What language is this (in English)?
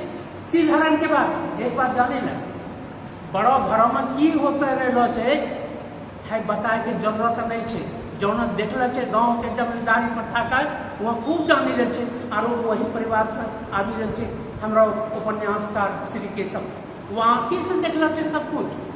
Angika